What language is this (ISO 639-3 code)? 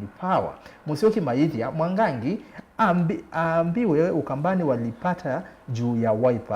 kam